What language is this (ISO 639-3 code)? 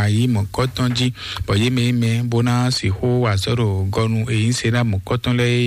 fon